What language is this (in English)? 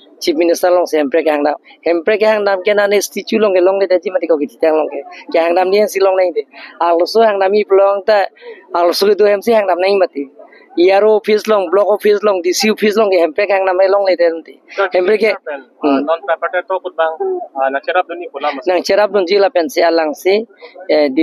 Karbi